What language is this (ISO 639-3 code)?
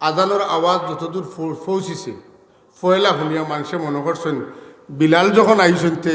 syl